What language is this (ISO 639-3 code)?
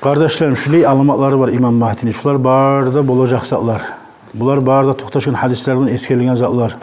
kum